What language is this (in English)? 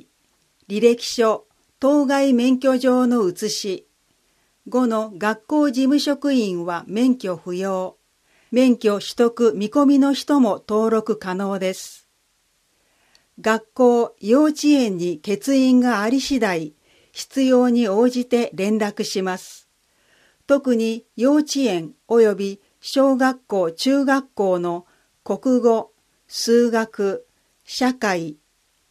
Japanese